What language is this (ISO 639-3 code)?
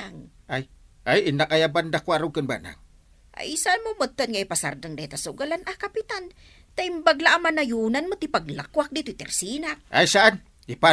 ilo